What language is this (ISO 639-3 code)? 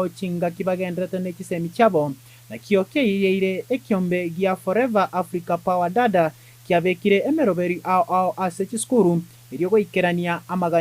guz